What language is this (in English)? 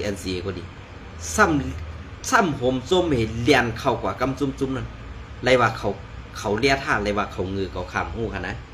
Shan